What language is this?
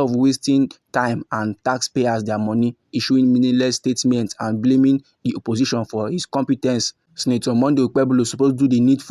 Nigerian Pidgin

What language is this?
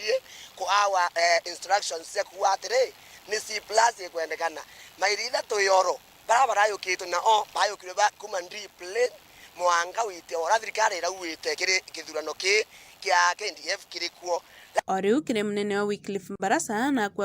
Meru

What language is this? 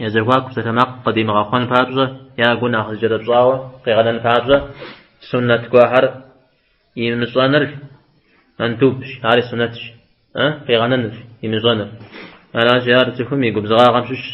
Kabardian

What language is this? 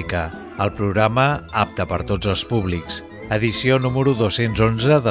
Catalan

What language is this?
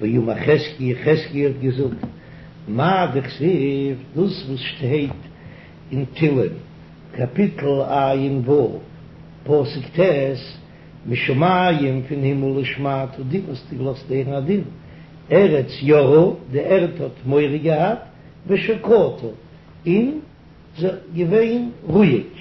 Yiddish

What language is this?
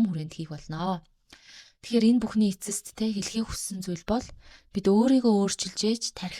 Mongolian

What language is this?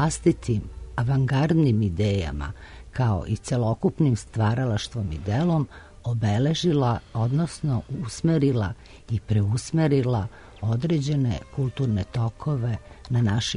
Serbian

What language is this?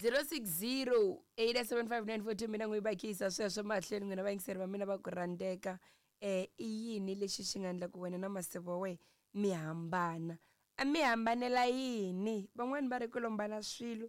Tsonga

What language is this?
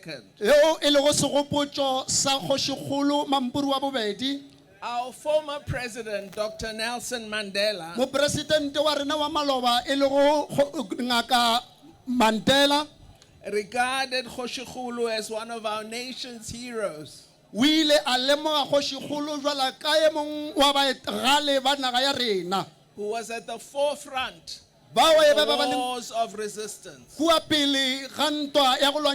Northern Sotho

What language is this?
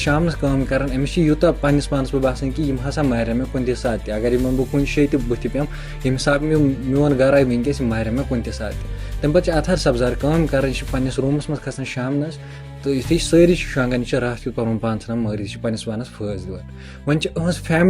Kashmiri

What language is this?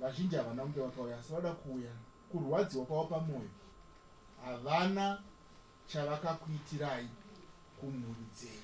Shona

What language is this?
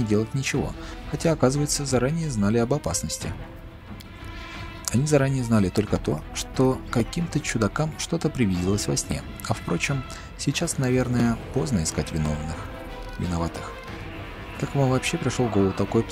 Russian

